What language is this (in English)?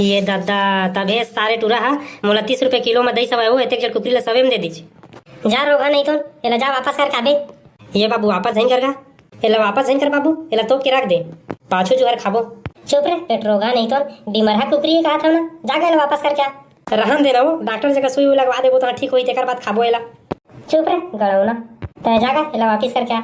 Chhattisgarhi